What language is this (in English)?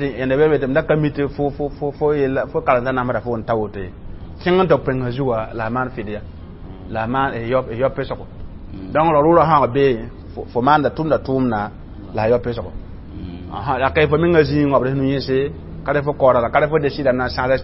Mossi